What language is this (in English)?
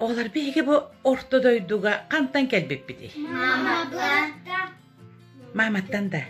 Yakut